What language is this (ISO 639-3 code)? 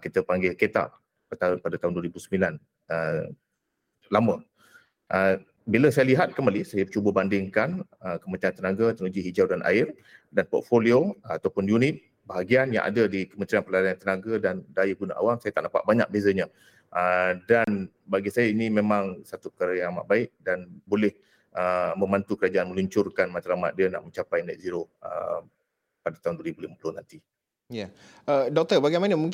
msa